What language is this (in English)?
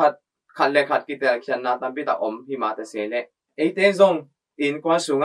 Tedim Chin